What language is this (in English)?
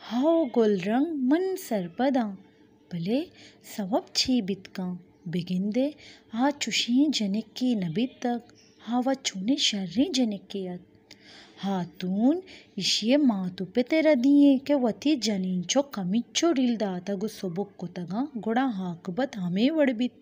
Baluchi